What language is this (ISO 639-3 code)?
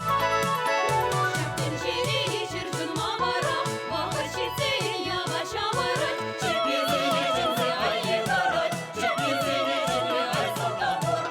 chv